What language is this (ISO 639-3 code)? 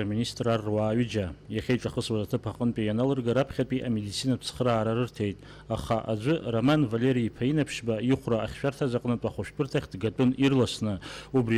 abk